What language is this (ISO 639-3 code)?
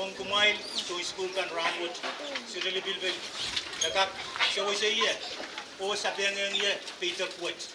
pon